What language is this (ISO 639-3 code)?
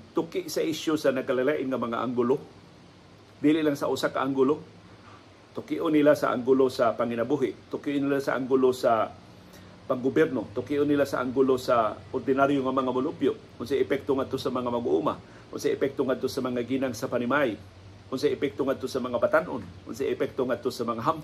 ceb